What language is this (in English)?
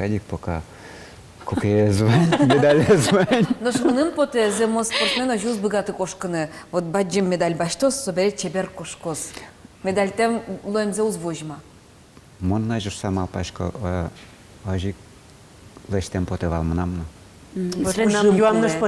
Udmurt